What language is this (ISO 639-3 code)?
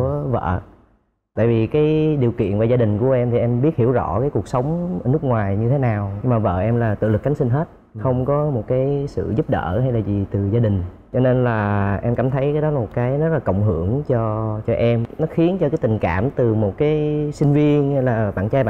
vie